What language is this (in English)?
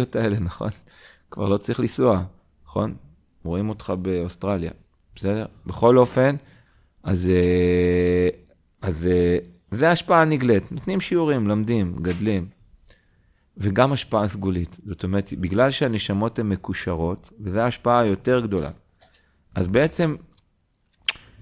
Hebrew